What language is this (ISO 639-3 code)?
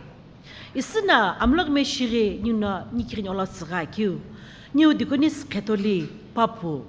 nsm